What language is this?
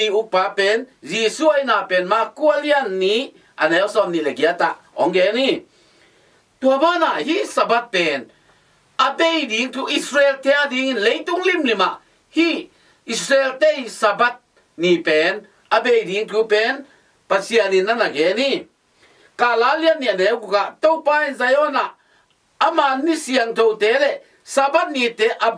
Tedim Chin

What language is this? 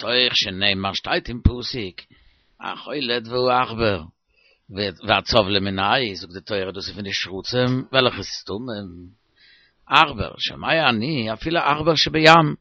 Yiddish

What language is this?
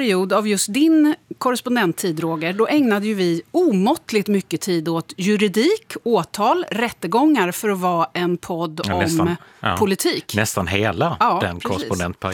Swedish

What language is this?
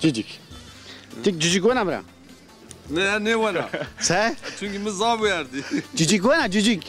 Zaza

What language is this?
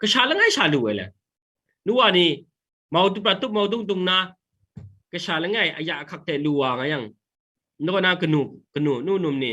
Kachin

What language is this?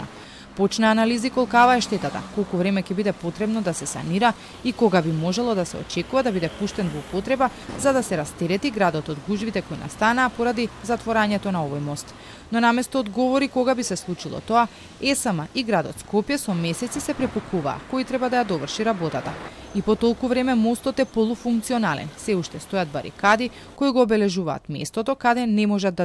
Macedonian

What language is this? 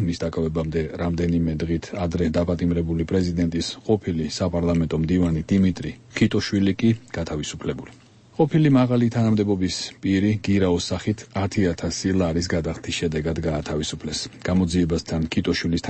Georgian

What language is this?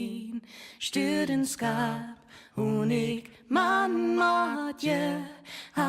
Northern Frisian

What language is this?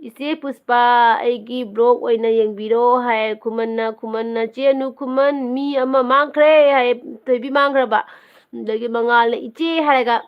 Manipuri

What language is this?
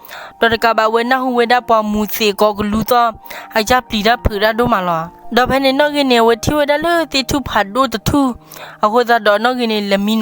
S'gaw Karen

